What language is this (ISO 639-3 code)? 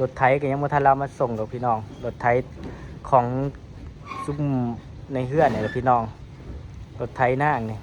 tts